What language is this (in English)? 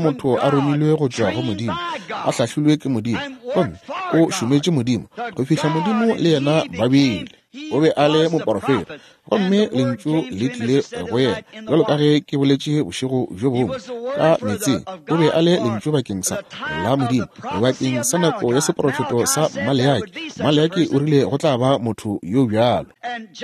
Northern Sotho